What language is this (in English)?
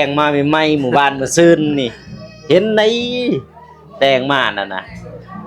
Lao